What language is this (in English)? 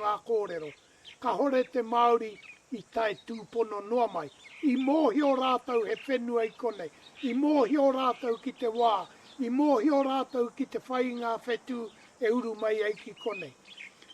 Māori